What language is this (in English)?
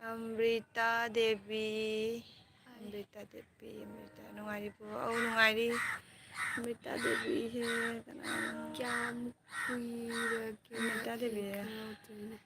Manipuri